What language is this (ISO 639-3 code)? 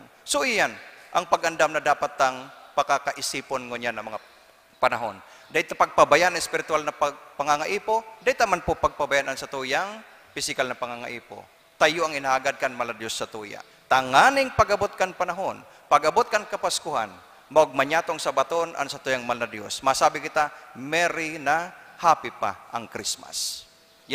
bik